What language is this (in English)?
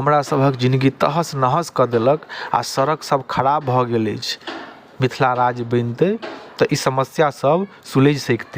Maithili